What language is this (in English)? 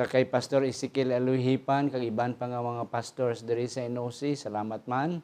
Hiligaynon